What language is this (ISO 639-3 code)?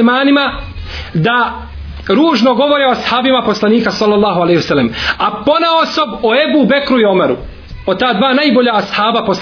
bos